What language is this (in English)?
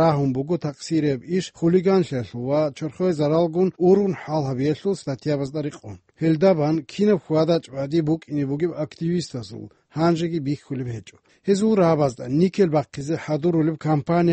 Avaric